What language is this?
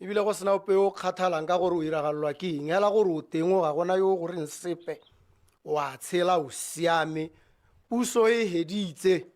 Tswana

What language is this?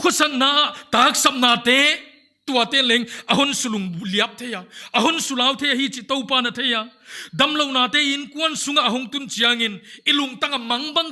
Paite Chin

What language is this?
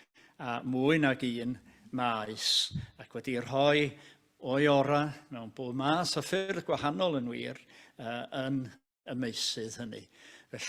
Welsh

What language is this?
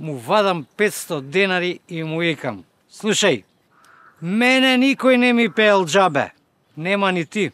Macedonian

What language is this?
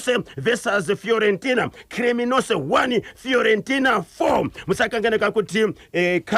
Shona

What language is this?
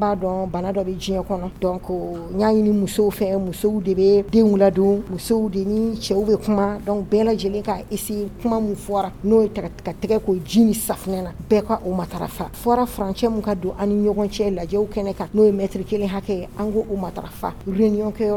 Bambara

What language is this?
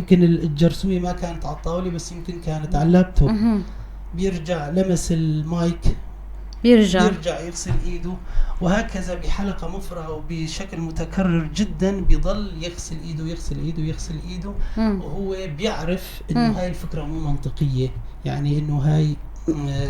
North Levantine Arabic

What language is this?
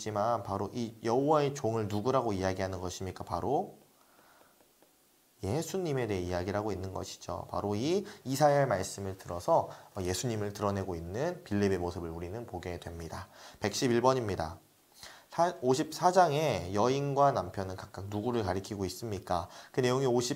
Korean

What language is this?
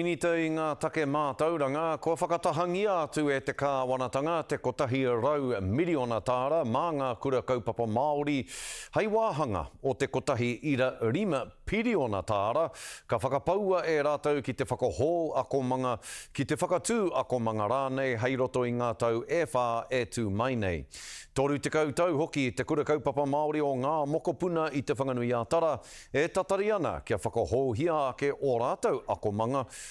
Māori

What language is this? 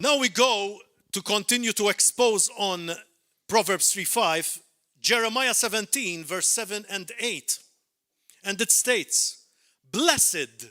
English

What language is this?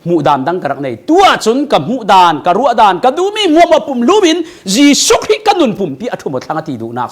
Falam Chin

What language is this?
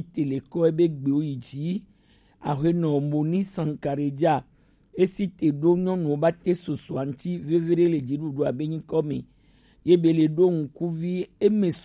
Gen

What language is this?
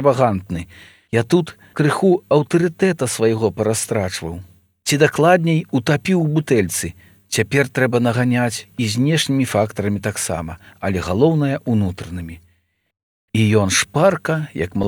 Belarusian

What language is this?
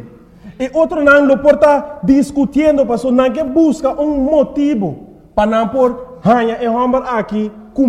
Papiamento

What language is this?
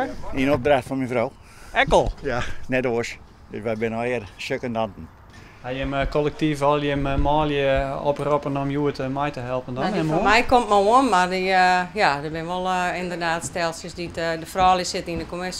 Western Frisian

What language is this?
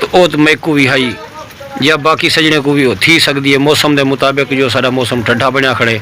Saraiki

